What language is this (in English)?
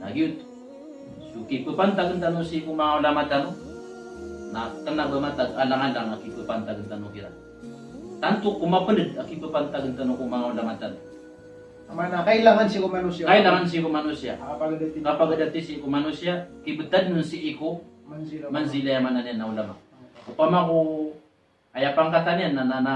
Maranao